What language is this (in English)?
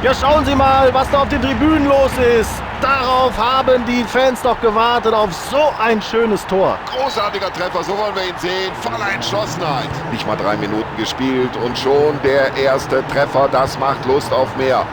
Bavarian